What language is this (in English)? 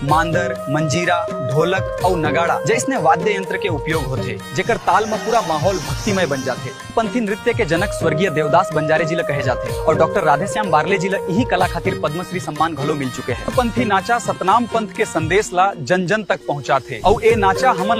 Chhattisgarhi